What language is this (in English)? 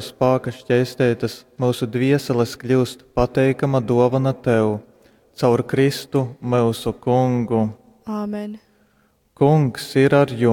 Latgalian